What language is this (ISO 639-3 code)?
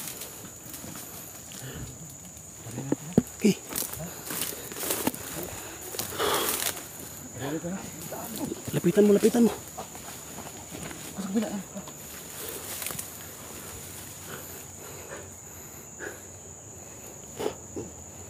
fil